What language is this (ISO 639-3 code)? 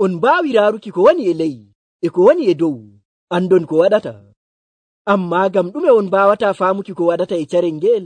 fuv